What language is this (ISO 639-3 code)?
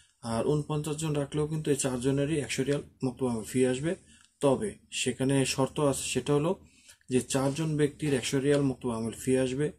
ben